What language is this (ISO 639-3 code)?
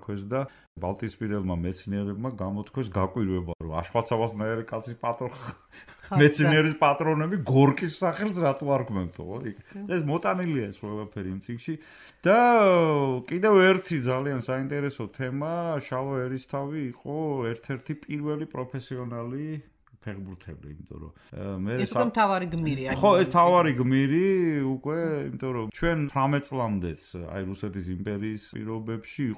kat